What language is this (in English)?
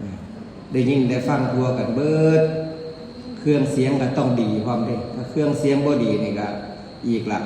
Northeastern Thai